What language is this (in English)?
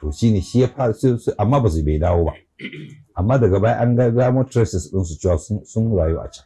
Hausa